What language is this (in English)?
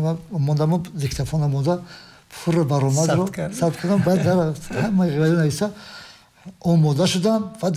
Tajik